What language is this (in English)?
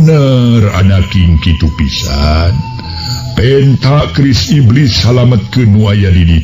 Sundanese